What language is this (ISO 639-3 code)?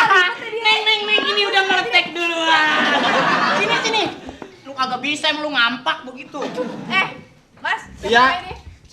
bew